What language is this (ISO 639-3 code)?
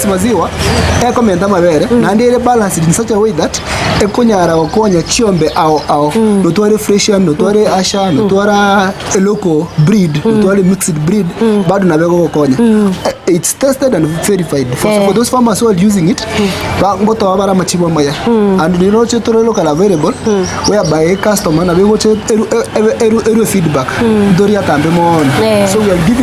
guz